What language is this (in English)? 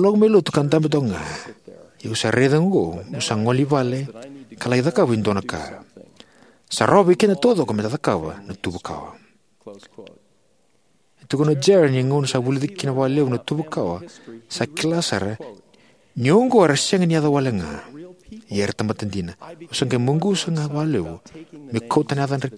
Fijian